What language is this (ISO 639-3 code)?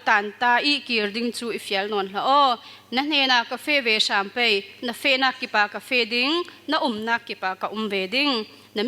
cfm